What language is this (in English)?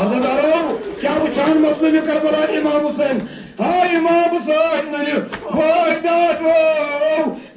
Kashmiri